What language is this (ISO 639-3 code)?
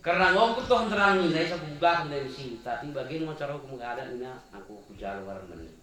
btx